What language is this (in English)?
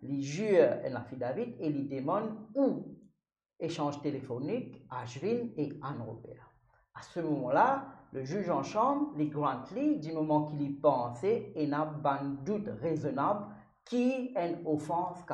Morisyen